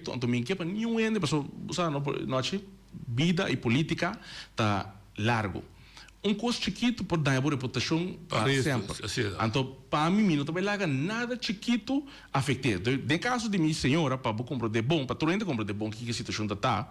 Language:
Papiamento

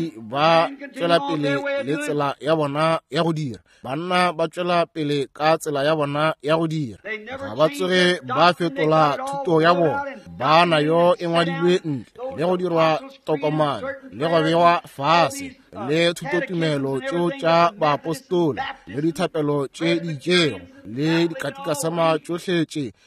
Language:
Northern Sotho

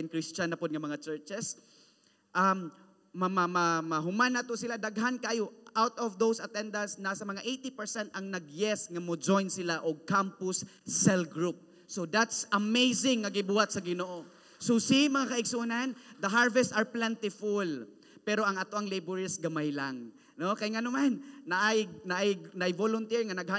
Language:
Cebuano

